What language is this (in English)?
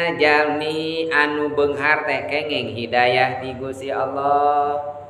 Sundanese